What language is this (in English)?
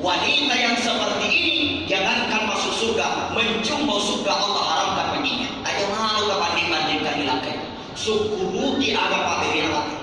Buginese